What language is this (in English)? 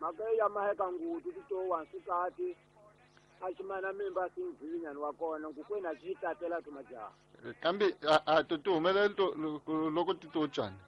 Tsonga